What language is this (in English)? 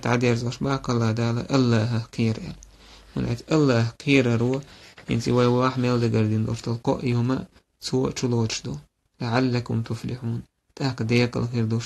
Chechen